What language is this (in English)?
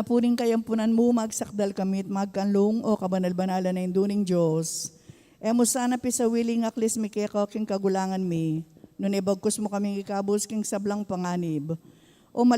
Pampanga